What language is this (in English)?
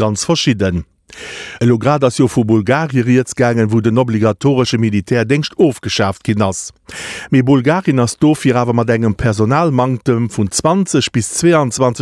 Luxembourgish